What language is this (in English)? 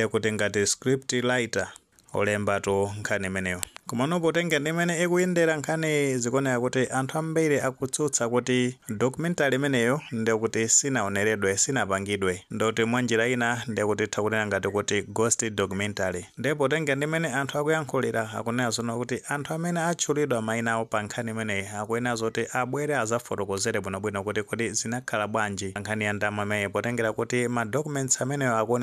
Nyanja